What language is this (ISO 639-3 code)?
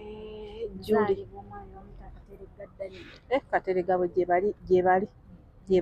lug